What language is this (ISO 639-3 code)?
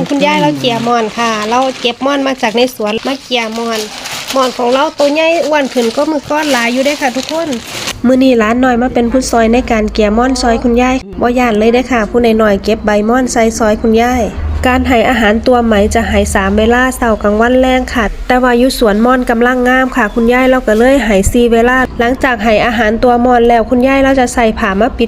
lao